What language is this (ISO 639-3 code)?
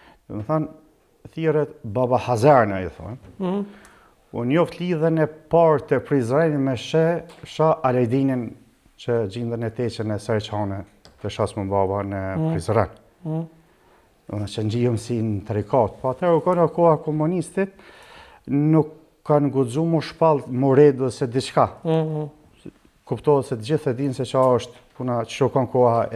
sqi